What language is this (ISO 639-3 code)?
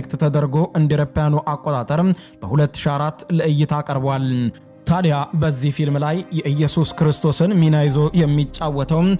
amh